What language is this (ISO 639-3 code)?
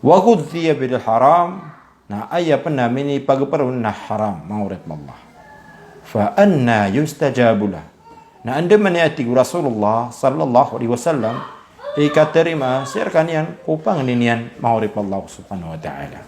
mrw